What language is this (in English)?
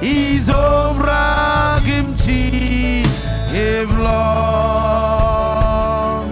Marshallese